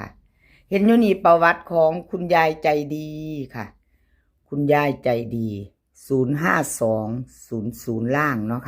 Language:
Northeastern Thai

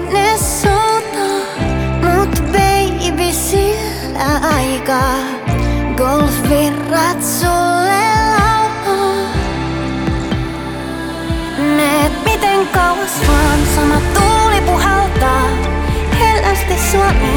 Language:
Finnish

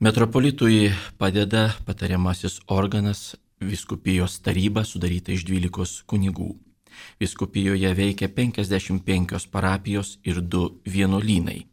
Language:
Lithuanian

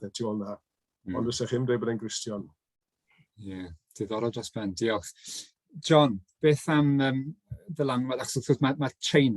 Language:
Welsh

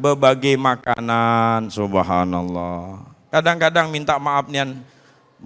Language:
Musi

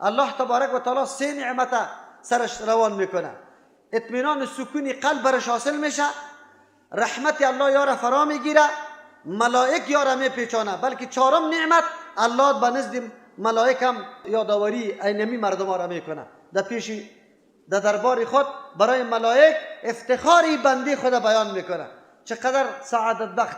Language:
Persian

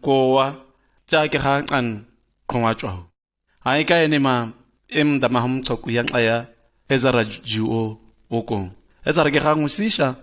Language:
Shua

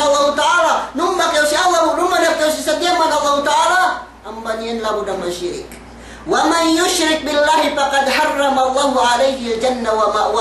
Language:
Yakan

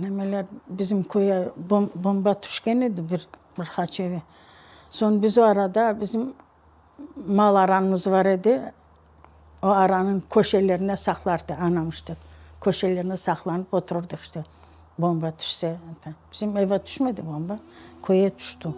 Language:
Crimean Tatar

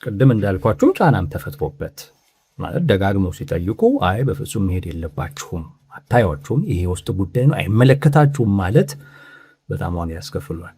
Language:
Amharic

